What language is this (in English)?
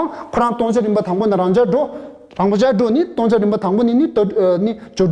Tibetan